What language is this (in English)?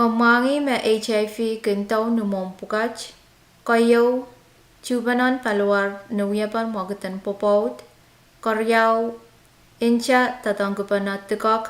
Pohnpeian